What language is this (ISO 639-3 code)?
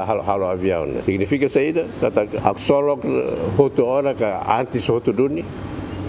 tet